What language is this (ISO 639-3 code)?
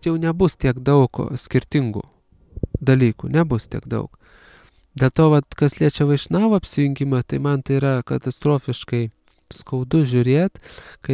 lit